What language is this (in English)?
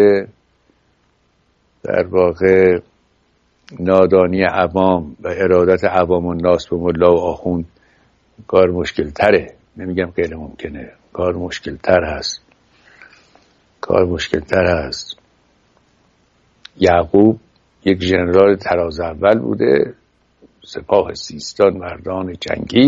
Persian